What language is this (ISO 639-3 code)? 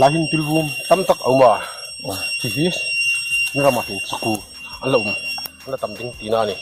hmr